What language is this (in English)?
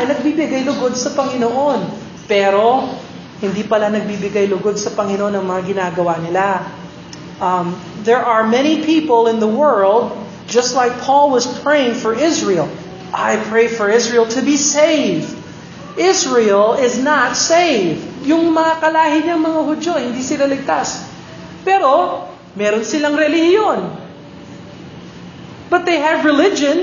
Filipino